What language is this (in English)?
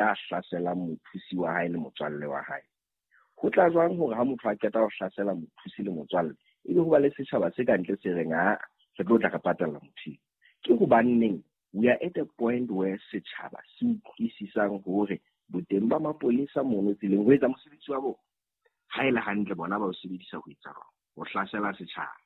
Southern Sotho